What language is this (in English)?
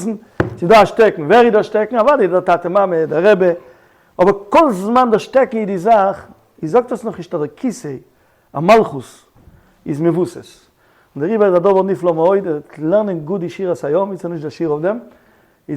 Yiddish